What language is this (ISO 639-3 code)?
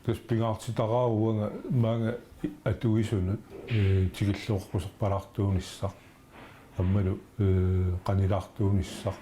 kal